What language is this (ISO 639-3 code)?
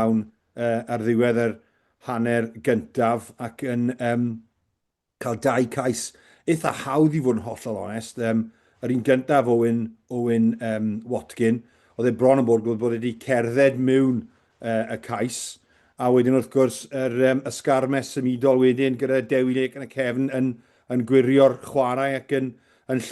cym